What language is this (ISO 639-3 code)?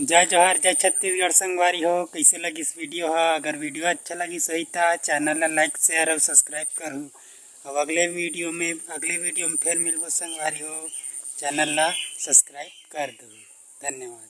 hne